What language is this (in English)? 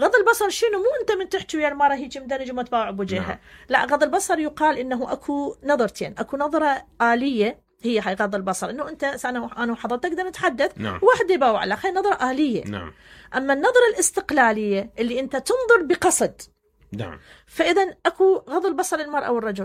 Mesopotamian Arabic